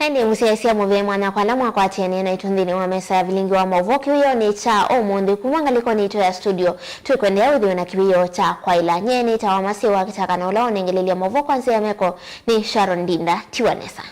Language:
Kamba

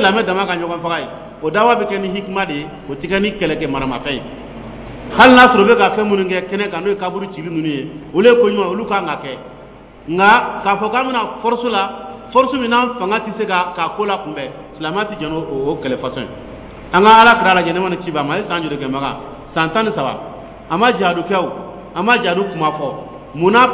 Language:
Dyula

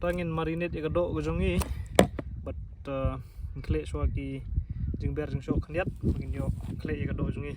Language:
Khasi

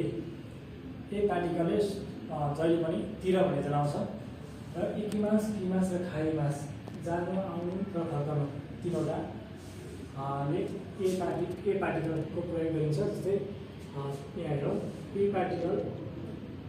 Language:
Nepali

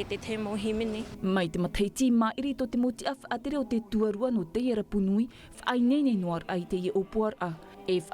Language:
Tahitian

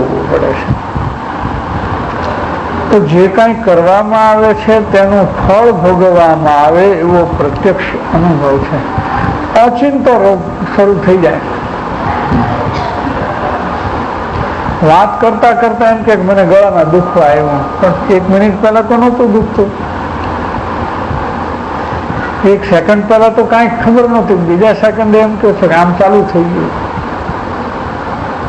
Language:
Gujarati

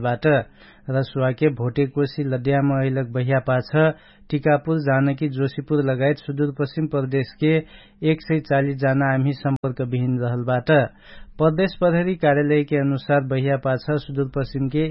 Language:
Dangaura Tharu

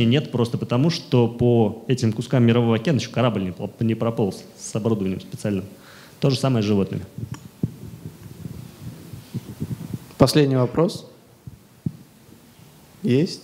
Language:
Russian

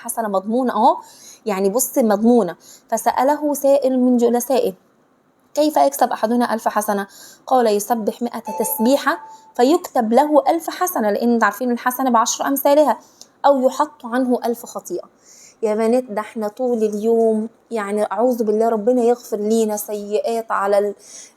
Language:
Egyptian Arabic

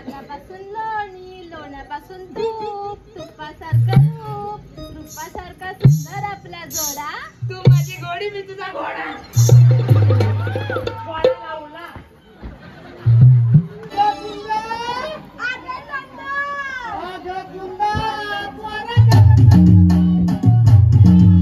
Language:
Marathi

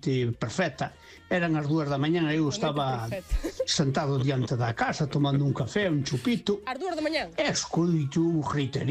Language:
Galician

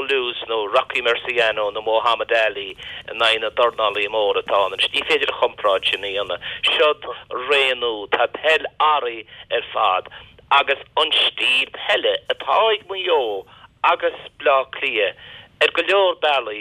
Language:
Irish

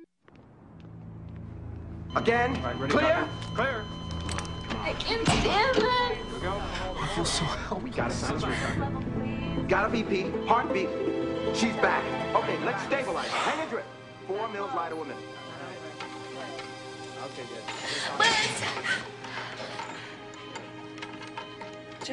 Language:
English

